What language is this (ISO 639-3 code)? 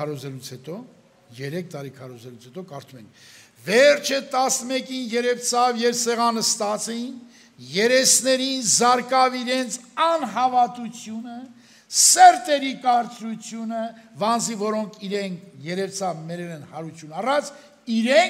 hye